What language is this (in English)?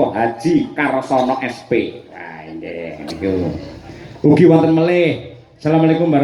Javanese